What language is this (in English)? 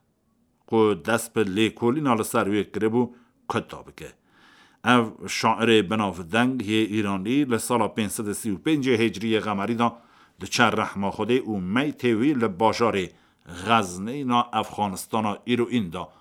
Kurdish